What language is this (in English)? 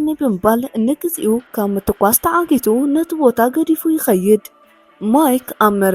Tigrinya